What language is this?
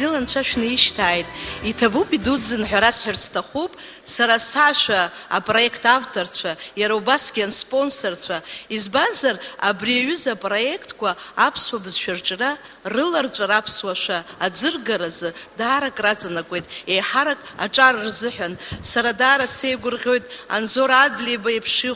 Abkhazian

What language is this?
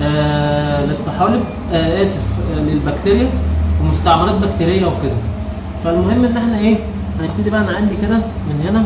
Egyptian Arabic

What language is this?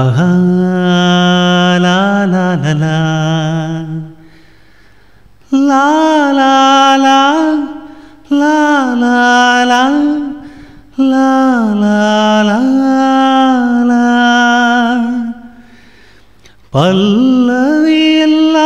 Tamil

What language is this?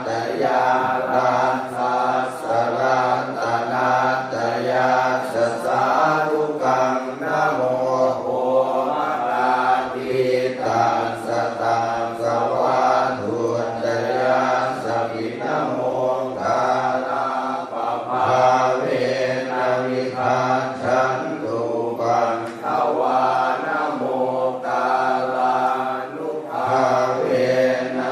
Pali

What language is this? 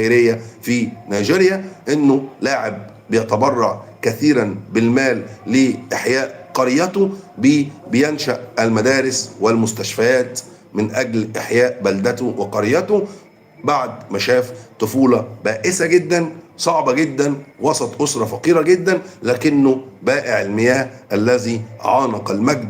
Egyptian Arabic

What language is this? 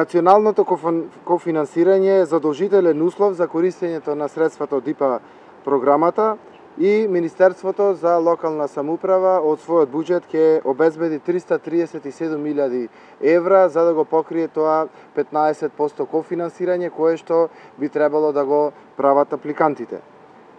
Macedonian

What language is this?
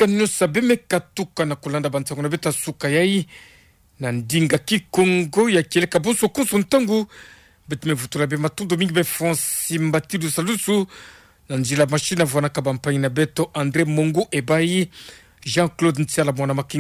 Kituba (Democratic Republic of Congo)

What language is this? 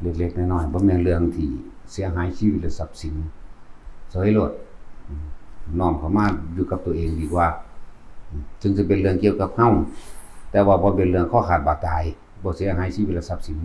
Lao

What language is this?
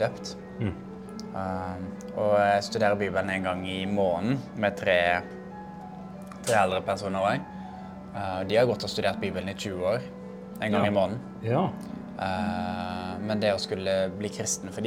Norwegian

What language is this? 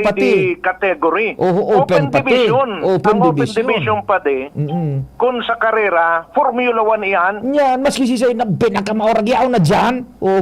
Bikol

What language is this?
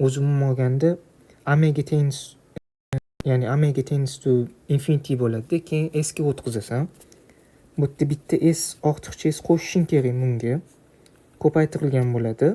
Uzbek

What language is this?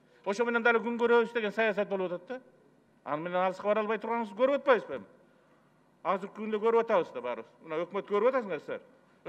Kyrgyz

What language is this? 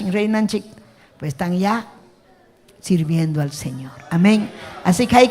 Ayacucho Quechua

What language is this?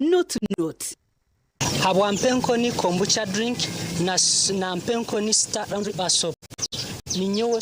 Nyankole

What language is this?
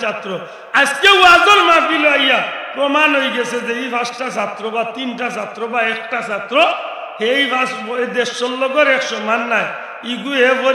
Sylheti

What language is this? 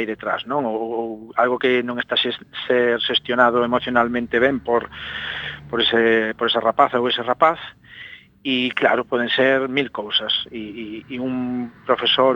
Galician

